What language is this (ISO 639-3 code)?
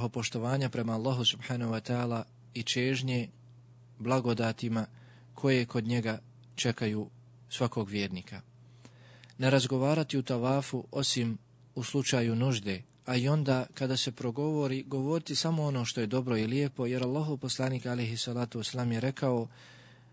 bos